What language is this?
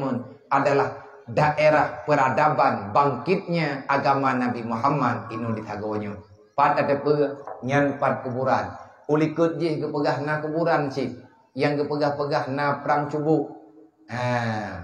Achinese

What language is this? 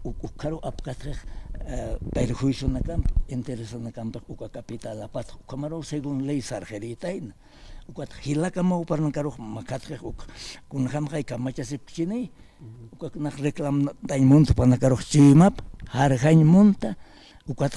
Aymara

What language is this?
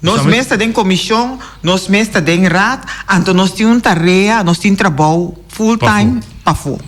Papiamento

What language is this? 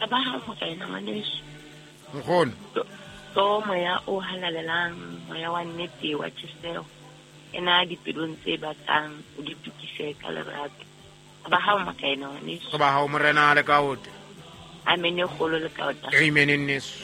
Southern Sotho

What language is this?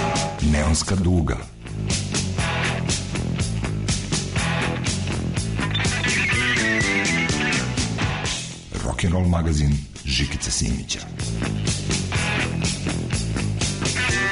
Serbian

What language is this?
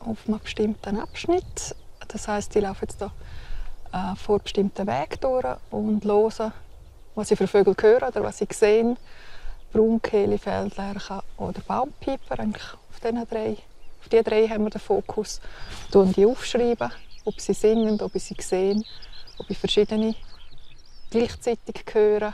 Romansh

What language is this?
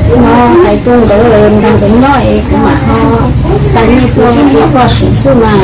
Hmong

